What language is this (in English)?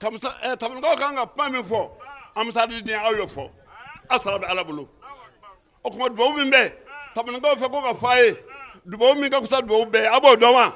Bambara